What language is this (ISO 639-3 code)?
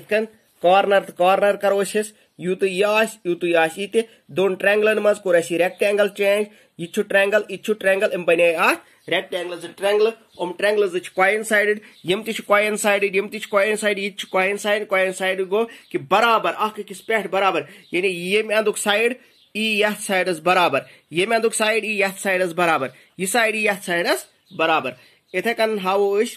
kas